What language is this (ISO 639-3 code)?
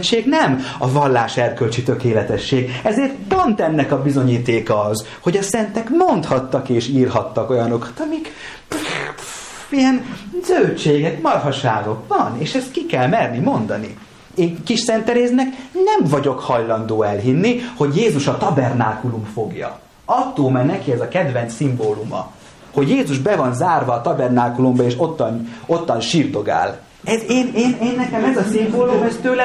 hun